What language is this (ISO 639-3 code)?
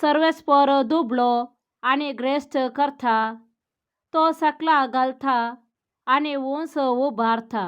kok